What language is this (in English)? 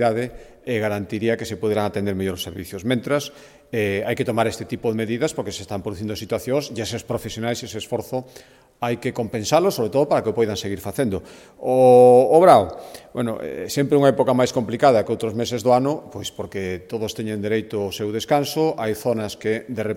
Galician